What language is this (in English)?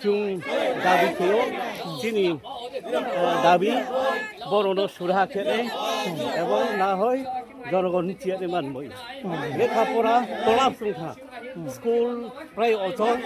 Riang (India)